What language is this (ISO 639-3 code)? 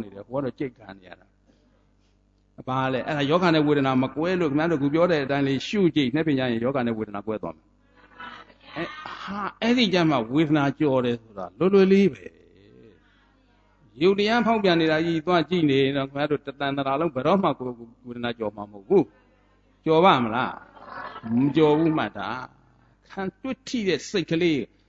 mya